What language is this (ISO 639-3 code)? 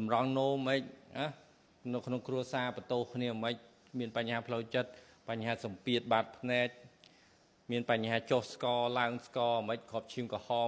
khm